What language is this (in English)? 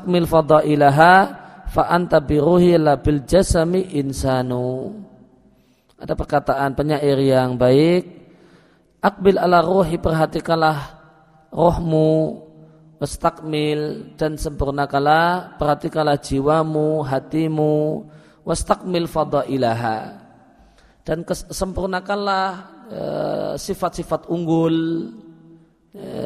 Indonesian